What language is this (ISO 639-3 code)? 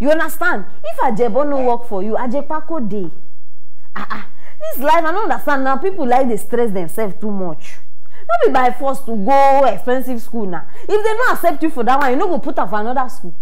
pcm